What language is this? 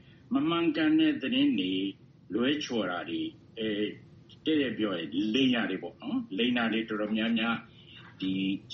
Burmese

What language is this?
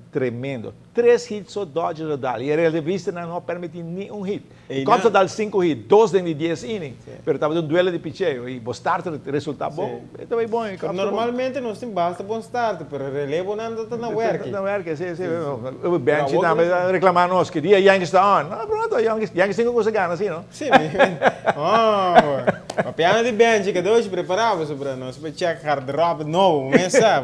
Papiamento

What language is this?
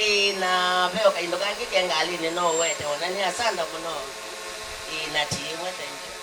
Kamba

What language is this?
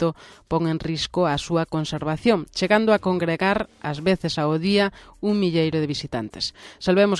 Galician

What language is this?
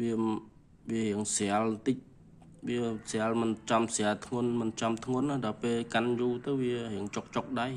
Khmer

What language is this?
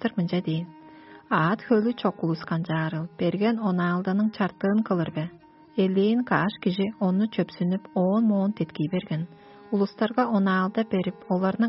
Tuvinian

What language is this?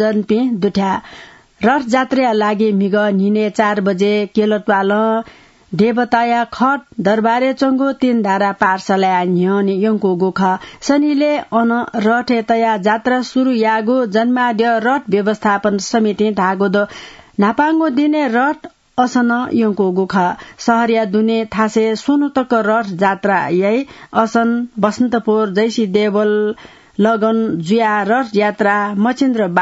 Newari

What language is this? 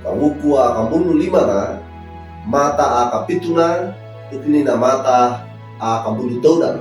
Wejewa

